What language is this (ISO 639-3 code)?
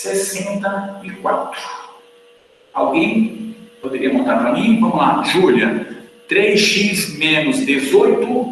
por